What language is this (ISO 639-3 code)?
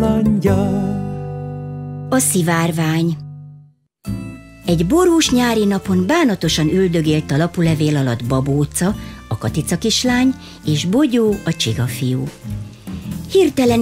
hun